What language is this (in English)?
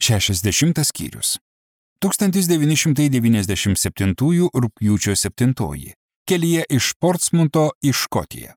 Lithuanian